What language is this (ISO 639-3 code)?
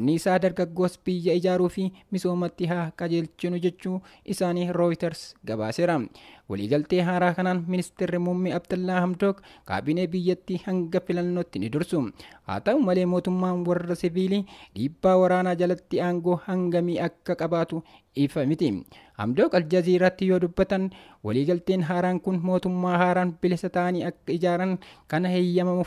orm